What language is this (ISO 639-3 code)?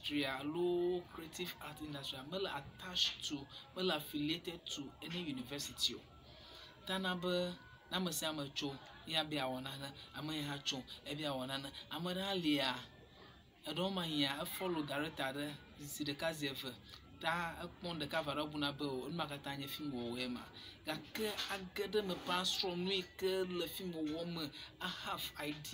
ewe